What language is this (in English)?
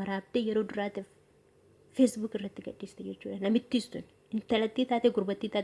Oromo